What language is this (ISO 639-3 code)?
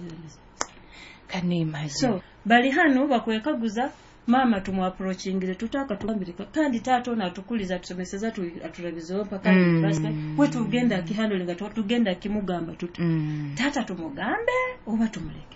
nyo